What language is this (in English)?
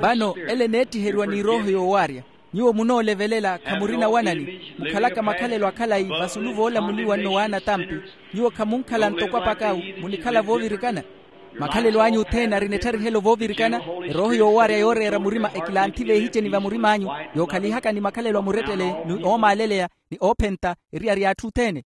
Makhuwa